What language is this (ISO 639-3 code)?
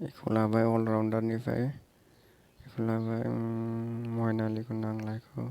brx